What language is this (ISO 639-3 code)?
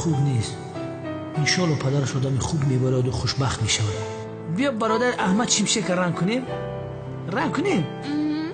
tgk